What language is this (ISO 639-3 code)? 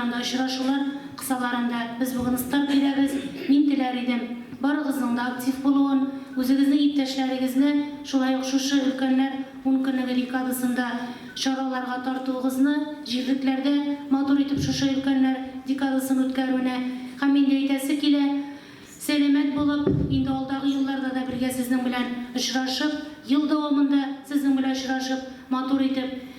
tat